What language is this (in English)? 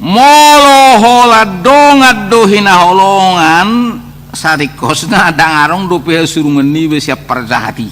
Batak Toba